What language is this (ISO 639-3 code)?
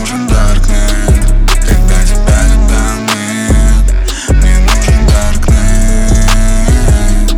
rus